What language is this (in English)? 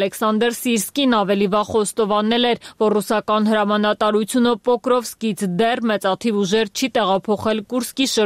Armenian